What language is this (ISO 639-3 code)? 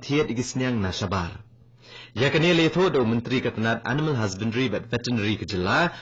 kha